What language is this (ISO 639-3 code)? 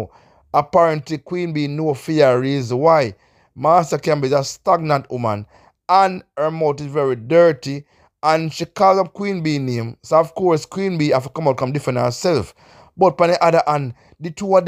jam